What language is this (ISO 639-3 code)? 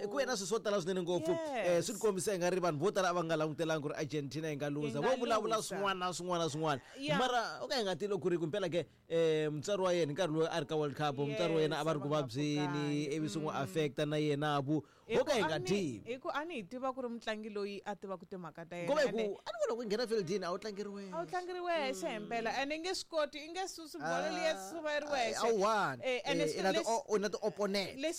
tso